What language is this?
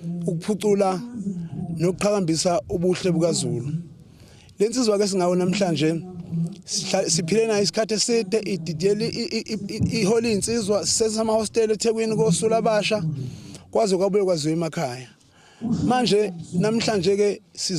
Zulu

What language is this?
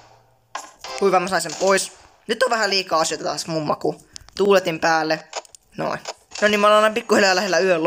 Finnish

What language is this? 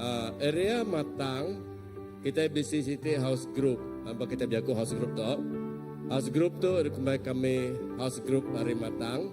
Iban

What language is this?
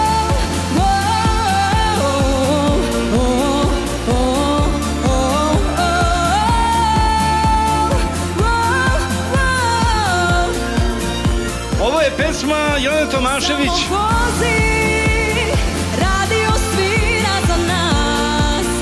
Serbian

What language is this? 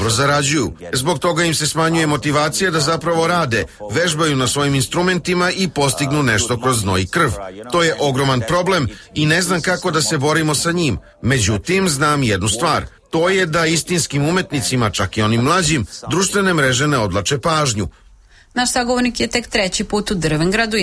Serbian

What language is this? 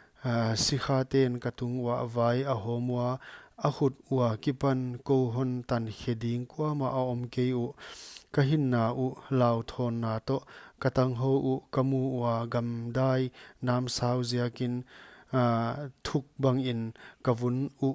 Paite Chin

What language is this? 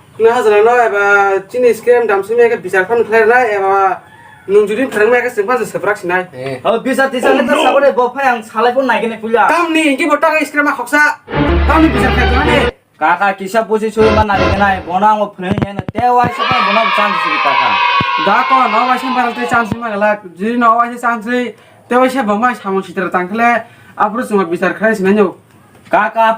Kok Borok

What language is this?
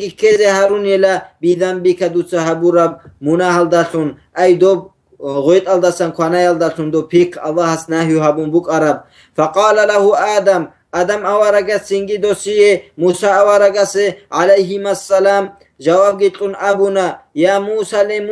Avaric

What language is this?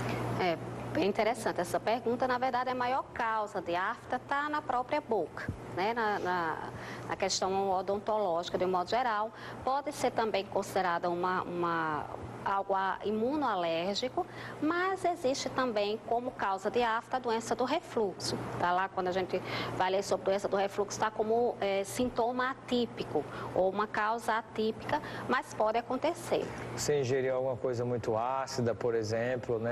Portuguese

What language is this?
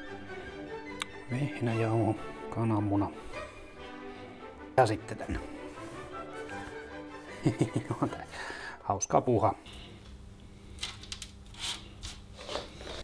Finnish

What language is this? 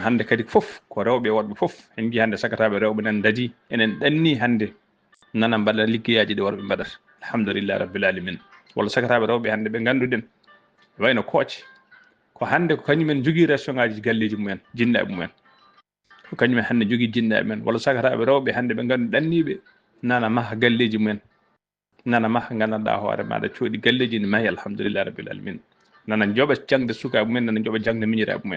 Fula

